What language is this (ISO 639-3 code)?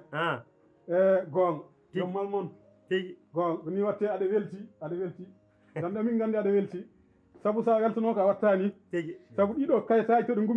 ful